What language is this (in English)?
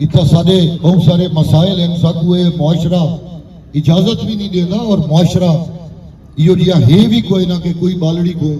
Saraiki